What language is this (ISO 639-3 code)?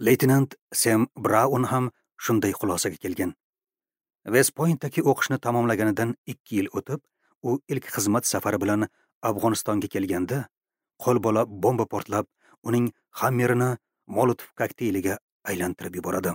uzb